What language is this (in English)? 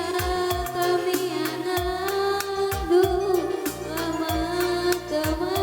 Batak Karo